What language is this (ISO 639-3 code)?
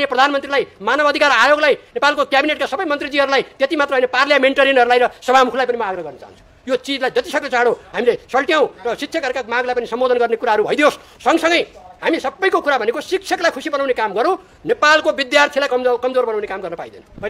nep